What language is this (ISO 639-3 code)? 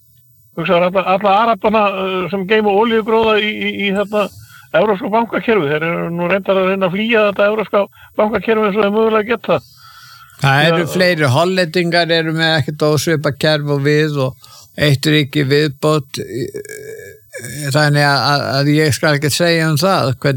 isl